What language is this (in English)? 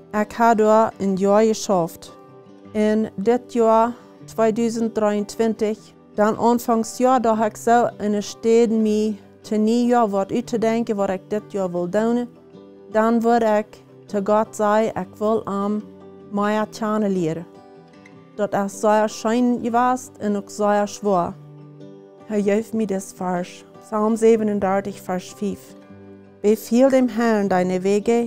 Plautdietsch